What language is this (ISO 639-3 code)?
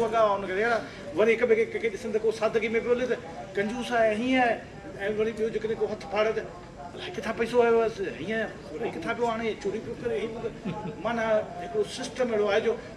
snd